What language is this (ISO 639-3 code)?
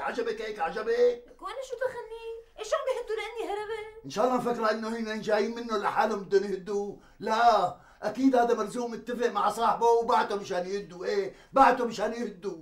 apc